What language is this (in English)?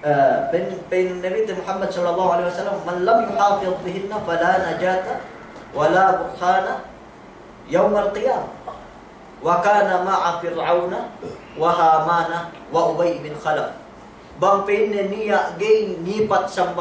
Yakan